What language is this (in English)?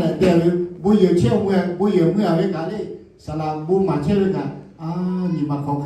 Lahu